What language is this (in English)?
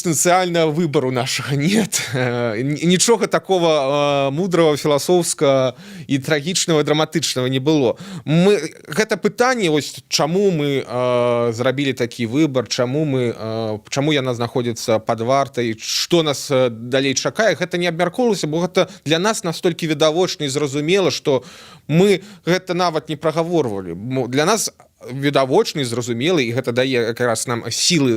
Belarusian